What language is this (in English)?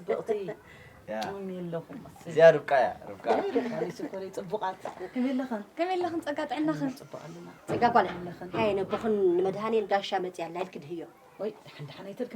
Tigrinya